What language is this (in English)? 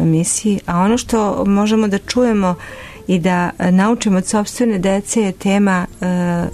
Serbian